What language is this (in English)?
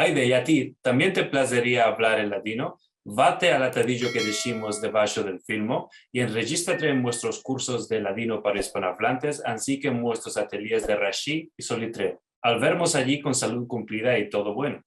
Ladino